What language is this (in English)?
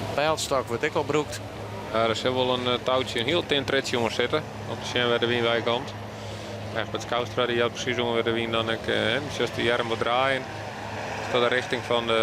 Western Frisian